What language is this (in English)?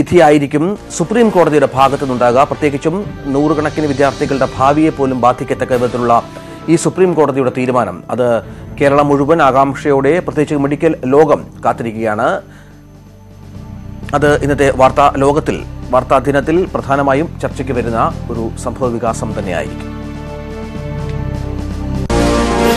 Malayalam